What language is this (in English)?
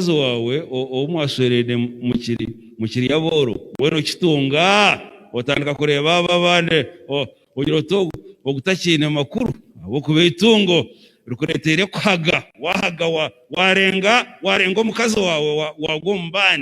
Nyankole